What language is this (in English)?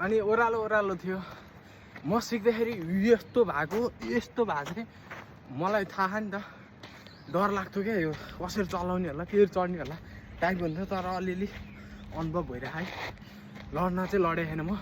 Nepali